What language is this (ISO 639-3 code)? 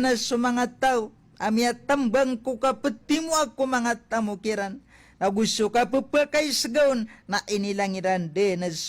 mrw